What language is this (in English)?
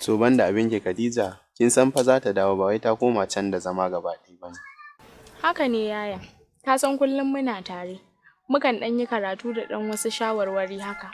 Hausa